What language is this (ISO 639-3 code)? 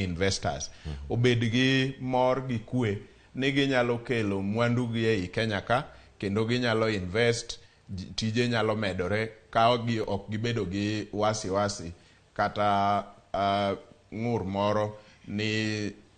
luo